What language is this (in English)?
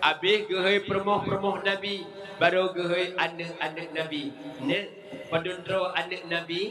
Achinese